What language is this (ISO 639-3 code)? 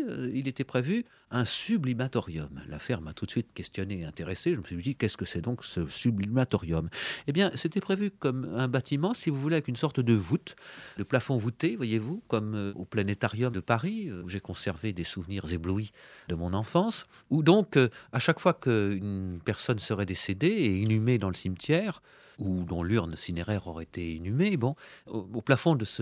fra